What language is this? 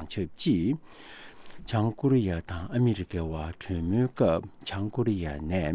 Tibetan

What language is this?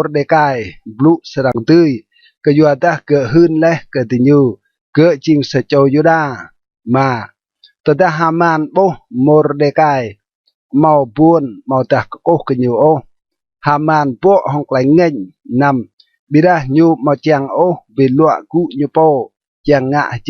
Rade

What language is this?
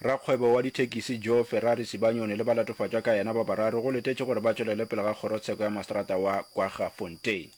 Northern Sotho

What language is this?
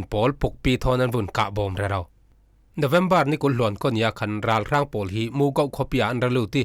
Falam Chin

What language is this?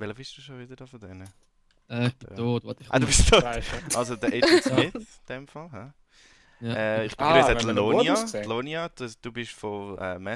Swiss German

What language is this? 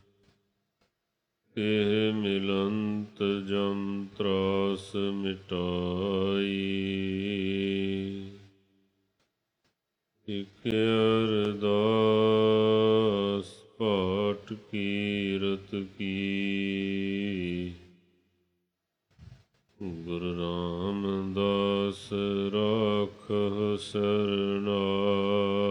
Punjabi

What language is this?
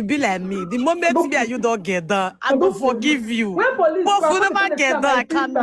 Nigerian Pidgin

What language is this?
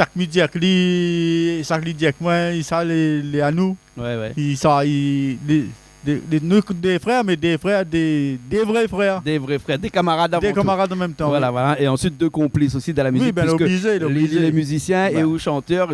Réunion Creole French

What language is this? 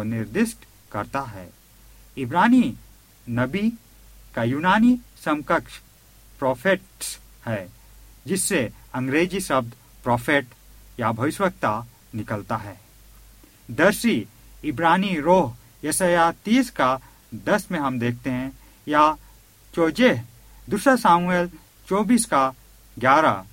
Hindi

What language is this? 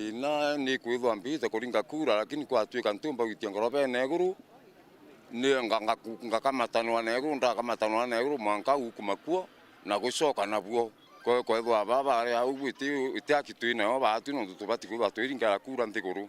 Meru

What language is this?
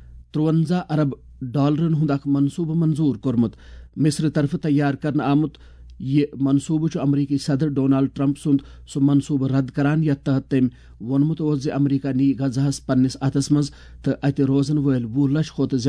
Kashmiri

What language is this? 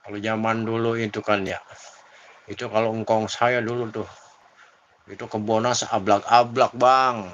Betawi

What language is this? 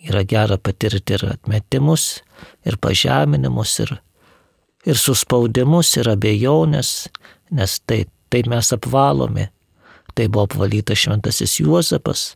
Lithuanian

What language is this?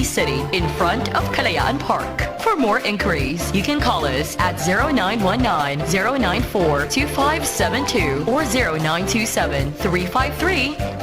Bikol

